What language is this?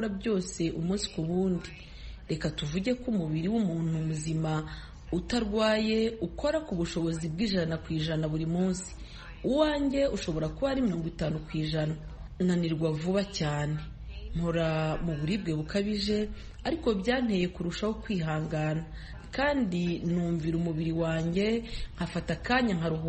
Kinyarwanda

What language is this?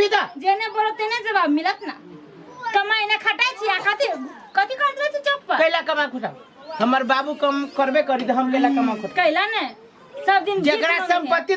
Maithili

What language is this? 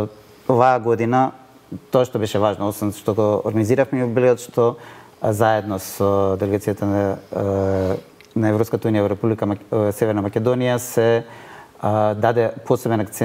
Macedonian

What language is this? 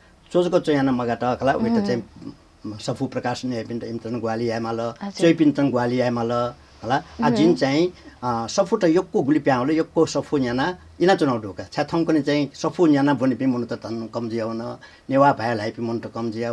Newari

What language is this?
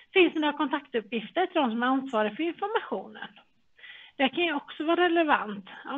Swedish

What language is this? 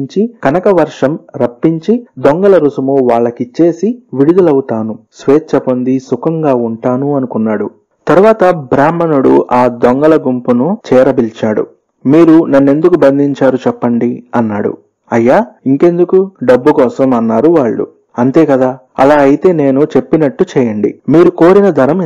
Telugu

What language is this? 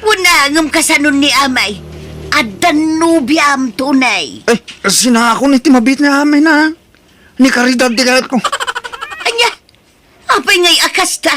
Iloko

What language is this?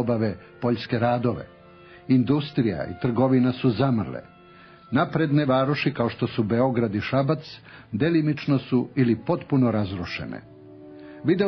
Serbian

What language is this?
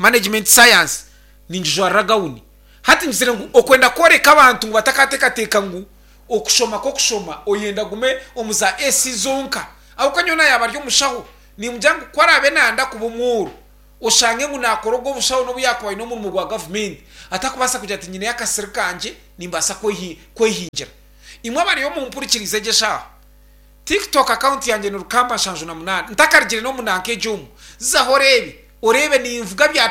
Nyankole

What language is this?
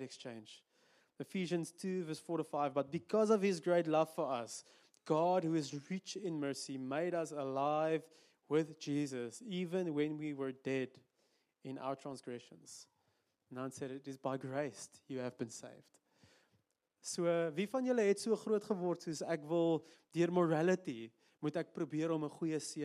Afrikaans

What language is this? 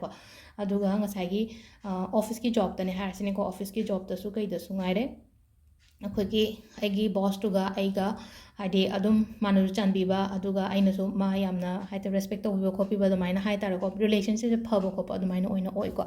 Manipuri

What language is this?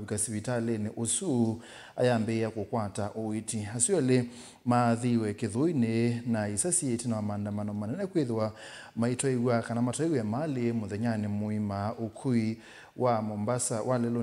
Kamba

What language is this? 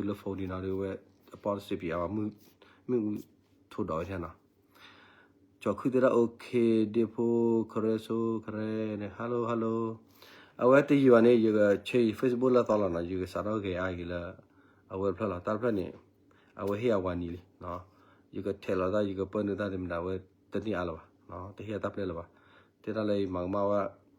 S'gaw Karen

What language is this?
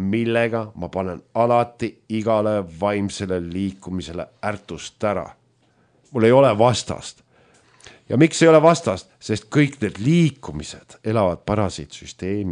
Estonian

